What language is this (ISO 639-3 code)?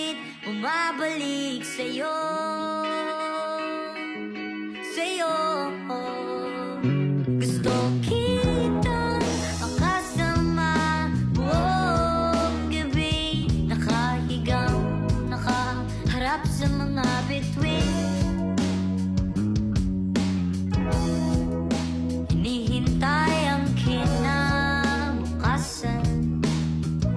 fil